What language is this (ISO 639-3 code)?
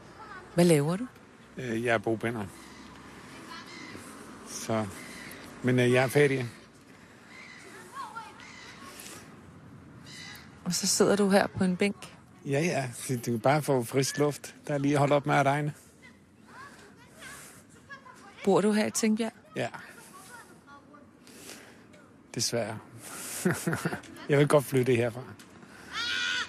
dan